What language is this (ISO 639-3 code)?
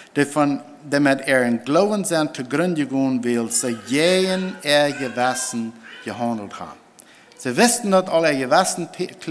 pdt